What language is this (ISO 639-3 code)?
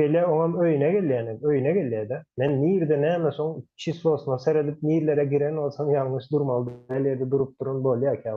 tuk